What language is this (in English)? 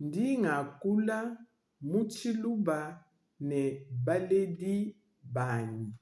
Luba-Lulua